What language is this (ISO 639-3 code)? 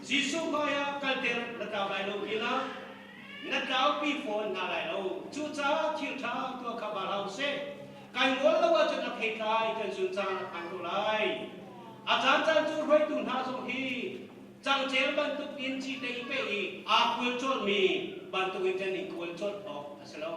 cnh